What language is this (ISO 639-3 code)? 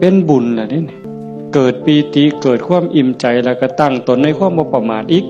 tts